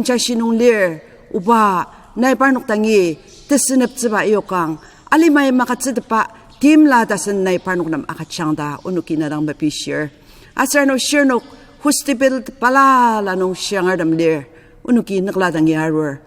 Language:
Ao Naga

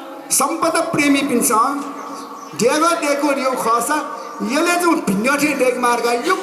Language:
Newari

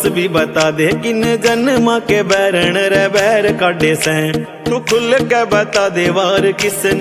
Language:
Haryanvi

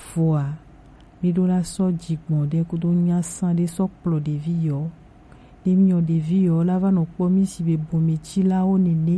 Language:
Gen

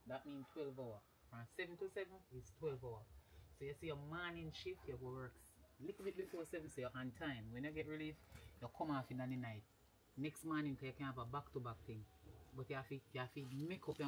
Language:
Jamaican Creole English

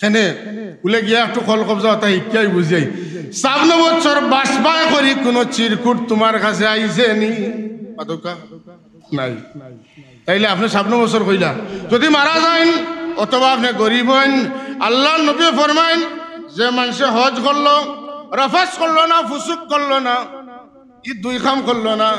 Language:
Sylheti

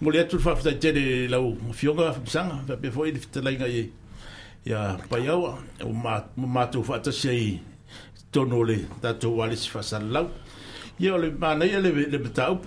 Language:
Samoan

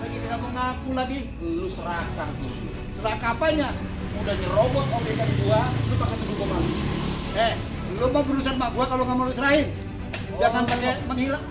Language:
Betawi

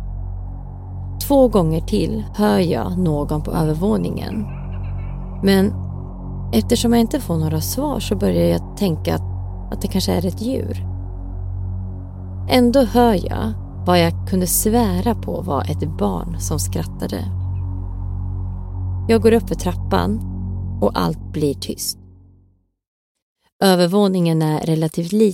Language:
Swedish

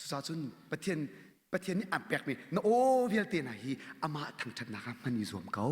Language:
Hakha Chin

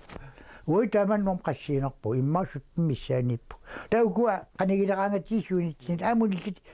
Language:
Kalaallisut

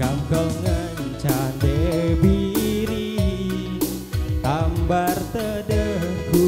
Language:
Batak Karo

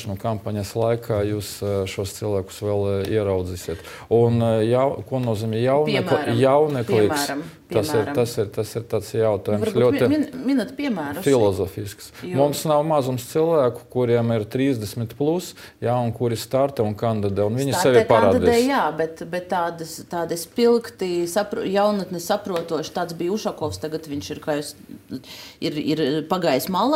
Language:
Latvian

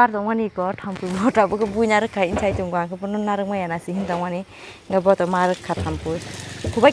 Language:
Kok Borok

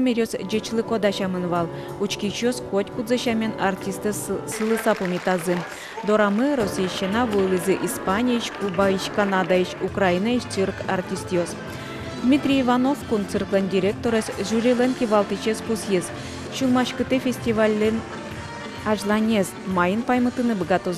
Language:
Udmurt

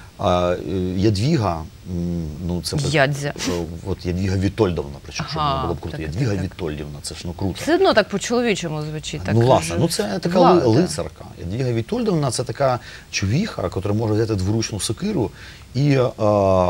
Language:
Ukrainian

